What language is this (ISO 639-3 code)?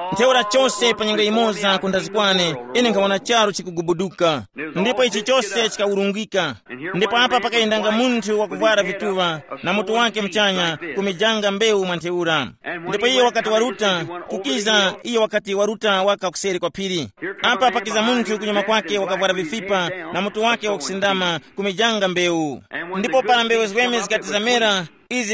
tum